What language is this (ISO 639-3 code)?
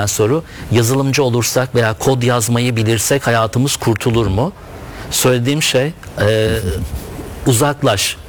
tur